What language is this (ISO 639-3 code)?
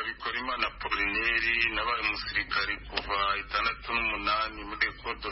kin